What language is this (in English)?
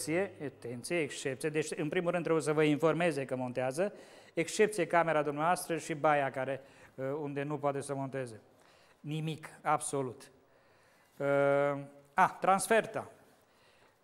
Romanian